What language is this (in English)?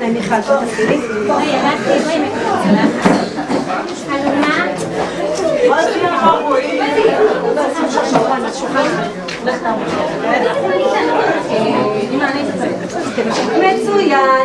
Hebrew